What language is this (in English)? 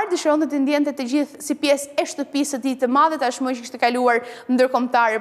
Albanian